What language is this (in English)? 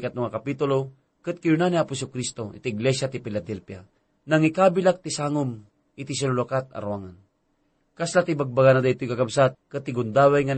Iloko